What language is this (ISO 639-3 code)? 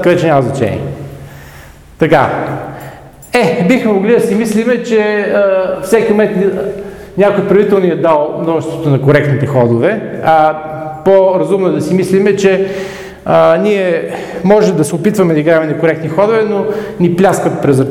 bul